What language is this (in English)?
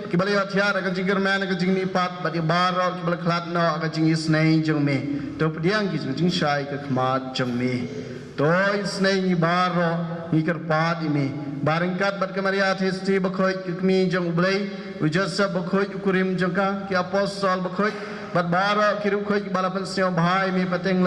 Khasi